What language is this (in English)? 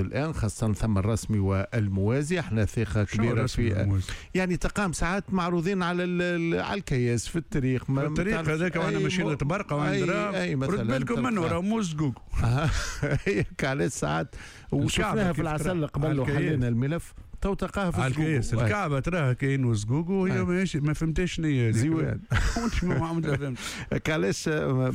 Tunisian Arabic